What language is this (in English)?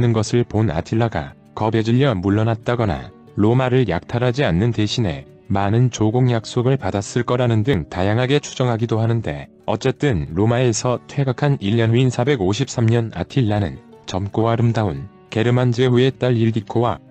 Korean